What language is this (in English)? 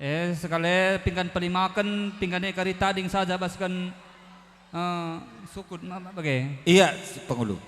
Batak Karo